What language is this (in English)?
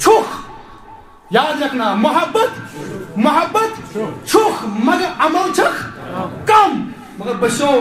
Kashmiri